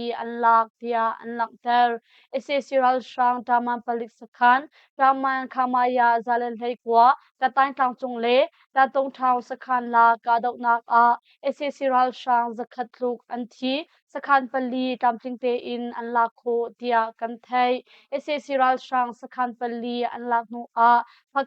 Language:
Hakha Chin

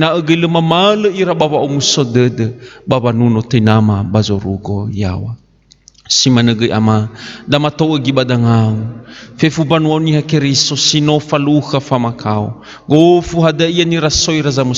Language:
Nias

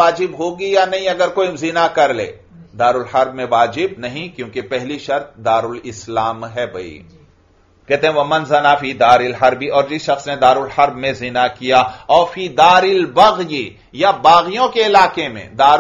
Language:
Urdu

